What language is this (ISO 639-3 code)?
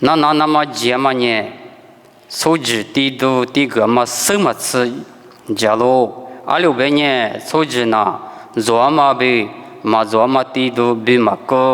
lis